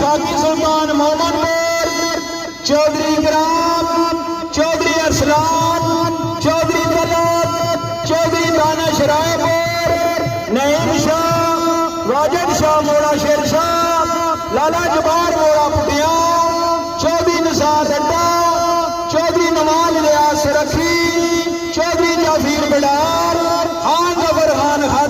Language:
Pahari-Potwari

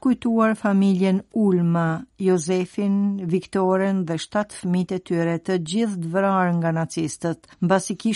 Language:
Albanian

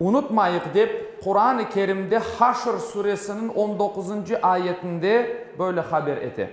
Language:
Crimean Tatar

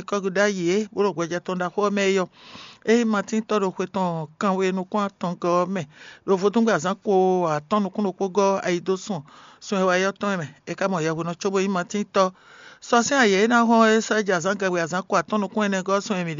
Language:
Fon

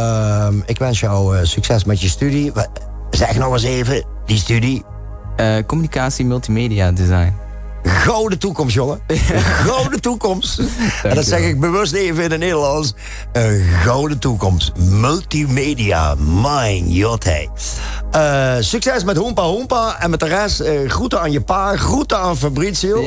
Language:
Limburgish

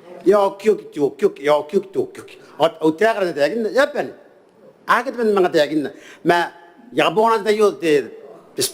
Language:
Gilbertese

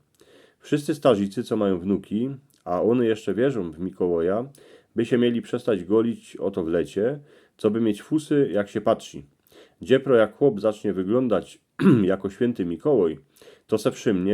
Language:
Silesian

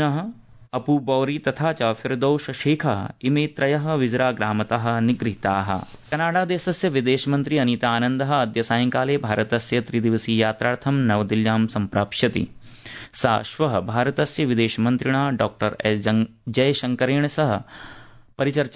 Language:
Sanskrit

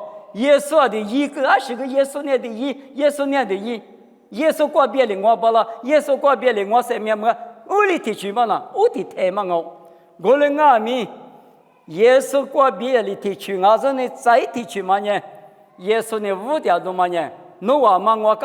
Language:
Lisu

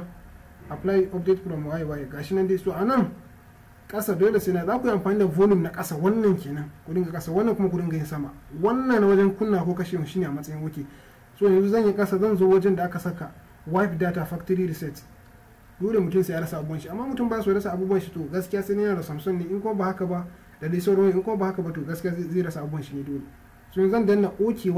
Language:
Hausa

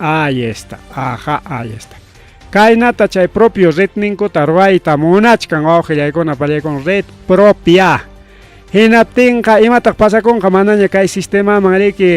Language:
Ayacucho Quechua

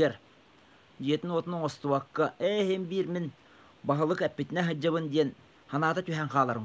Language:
Yakut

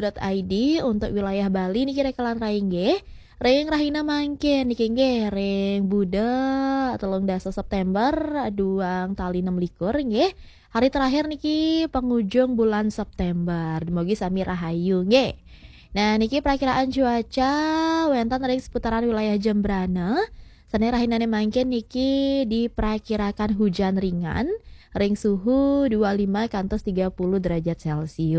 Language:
Balinese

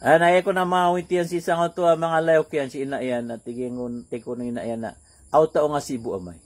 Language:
Maranao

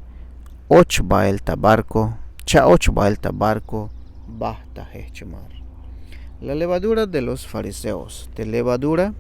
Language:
Tzeltal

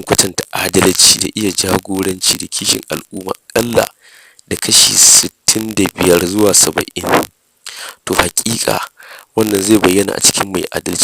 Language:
Hausa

